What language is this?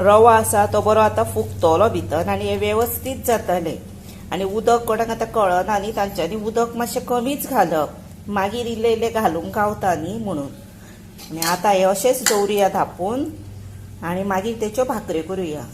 Konkani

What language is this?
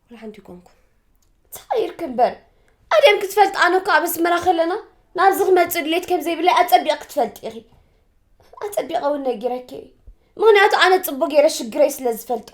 Tigrinya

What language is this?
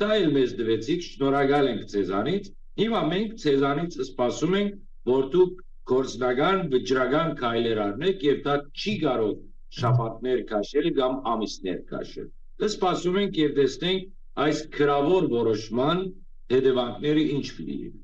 Western Armenian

